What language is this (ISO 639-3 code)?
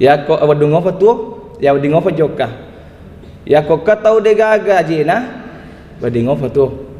bug